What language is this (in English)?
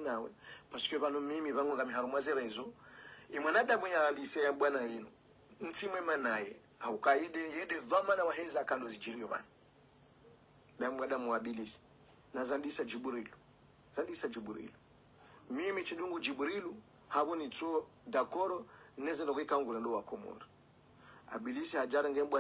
Swahili